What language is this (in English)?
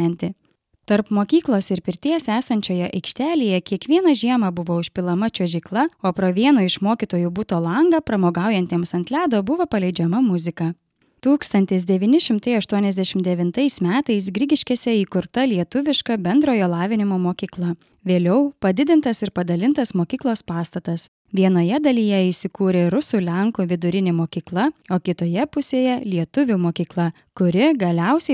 Lithuanian